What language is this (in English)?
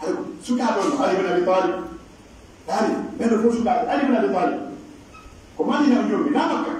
Pular